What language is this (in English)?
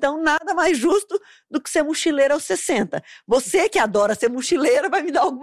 Portuguese